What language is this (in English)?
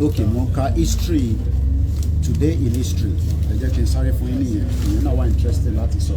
Yoruba